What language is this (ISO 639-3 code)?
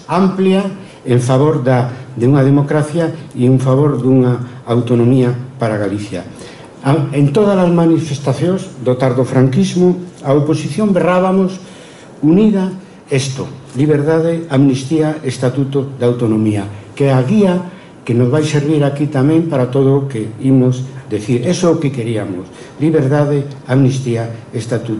glg